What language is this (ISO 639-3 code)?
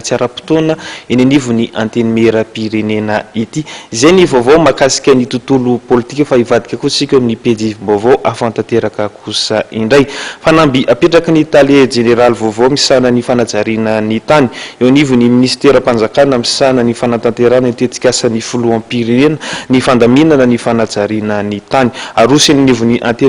mlg